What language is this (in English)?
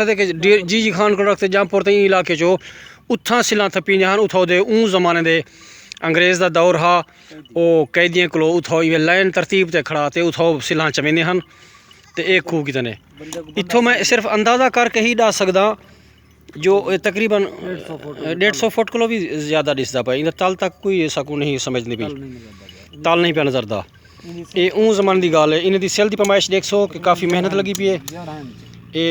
Saraiki